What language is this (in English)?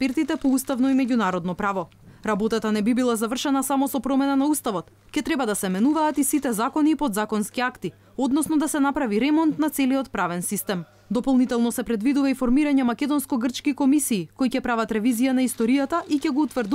Macedonian